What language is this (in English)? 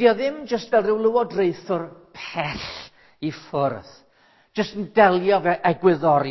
Welsh